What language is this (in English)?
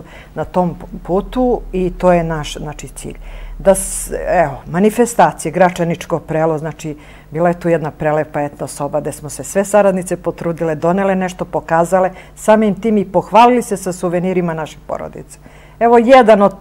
Serbian